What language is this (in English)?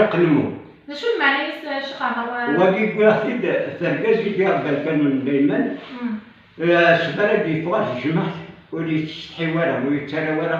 Kabyle